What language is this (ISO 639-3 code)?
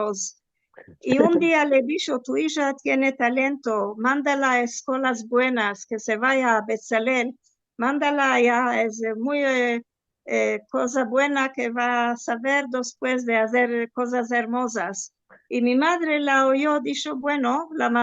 lad